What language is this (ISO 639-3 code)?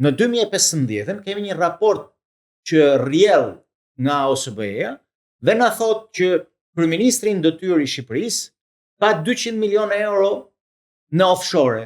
sqi